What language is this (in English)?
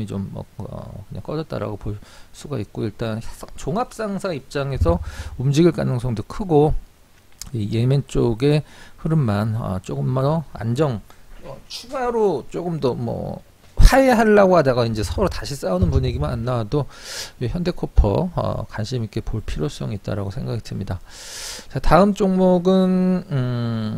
Korean